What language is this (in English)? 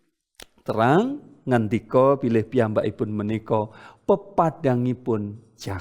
Javanese